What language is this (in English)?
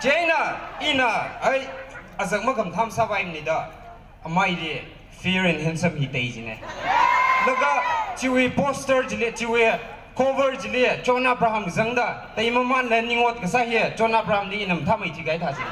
Tangkhul Naga (India)